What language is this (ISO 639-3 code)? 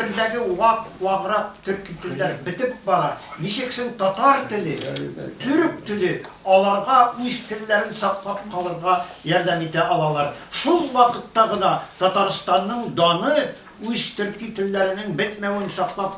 tat